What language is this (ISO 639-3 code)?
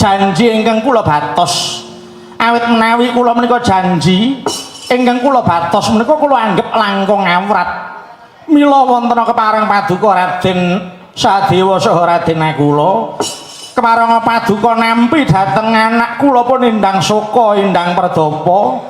jav